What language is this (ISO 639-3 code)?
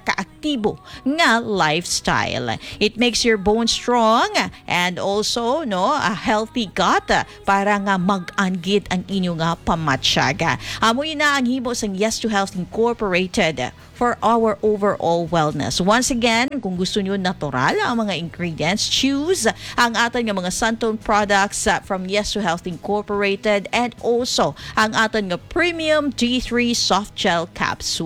hil